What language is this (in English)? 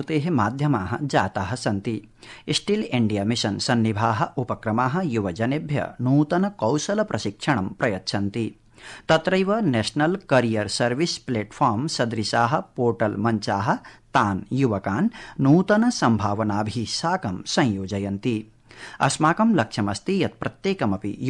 Sanskrit